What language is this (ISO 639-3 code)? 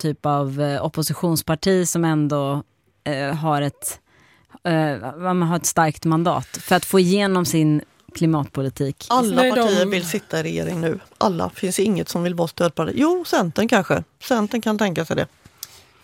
swe